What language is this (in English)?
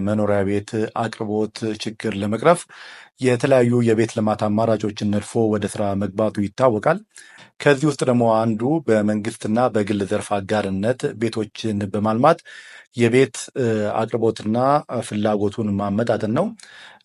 Amharic